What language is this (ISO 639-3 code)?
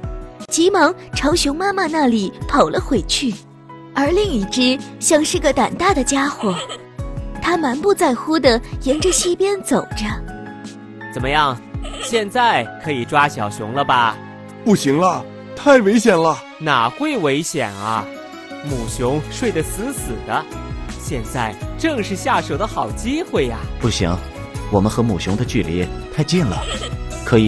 zho